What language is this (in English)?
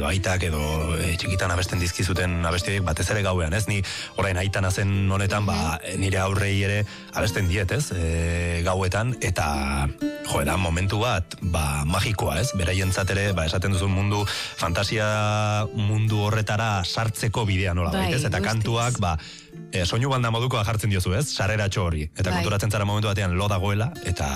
Basque